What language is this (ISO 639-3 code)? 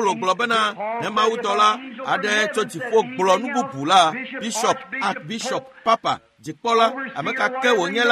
ewe